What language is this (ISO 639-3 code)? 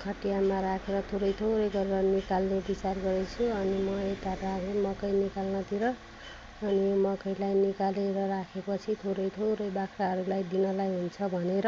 nep